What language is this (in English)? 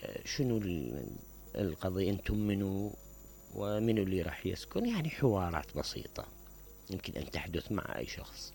Mesopotamian Arabic